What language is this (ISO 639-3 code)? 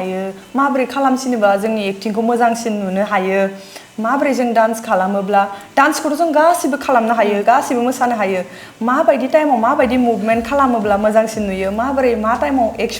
brx